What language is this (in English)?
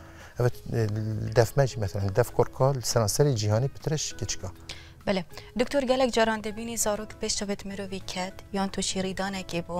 Kurdish